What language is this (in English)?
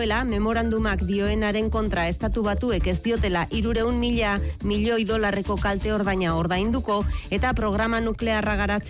Basque